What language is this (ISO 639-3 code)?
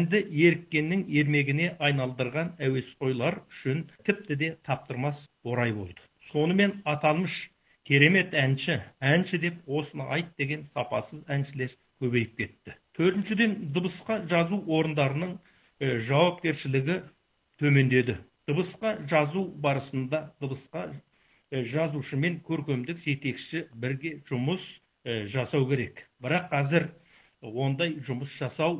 kaz